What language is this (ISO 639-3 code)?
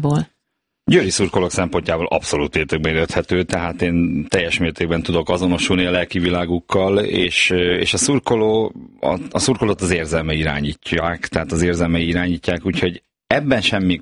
hun